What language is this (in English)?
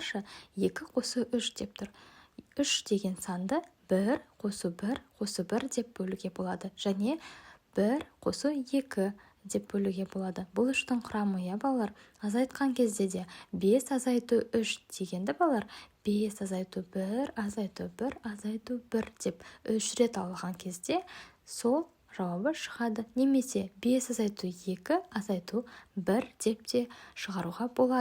Kazakh